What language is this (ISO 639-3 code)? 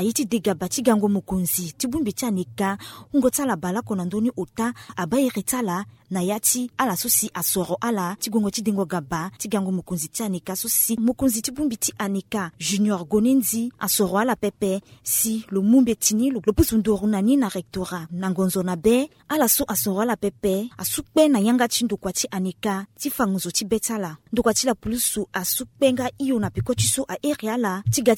sag